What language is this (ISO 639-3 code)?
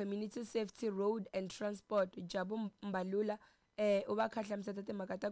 tso